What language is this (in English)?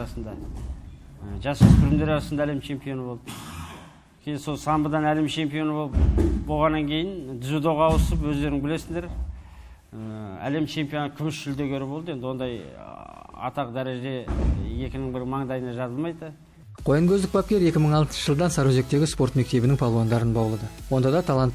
Kazakh